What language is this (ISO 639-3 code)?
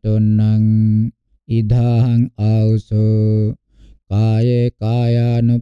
pli